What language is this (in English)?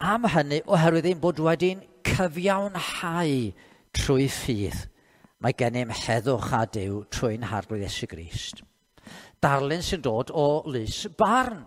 Welsh